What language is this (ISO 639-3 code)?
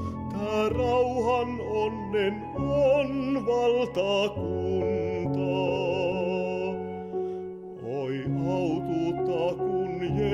fin